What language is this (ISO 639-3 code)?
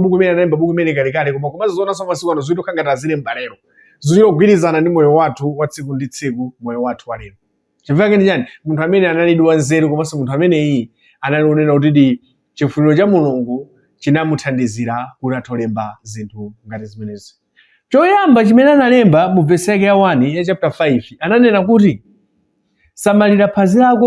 nya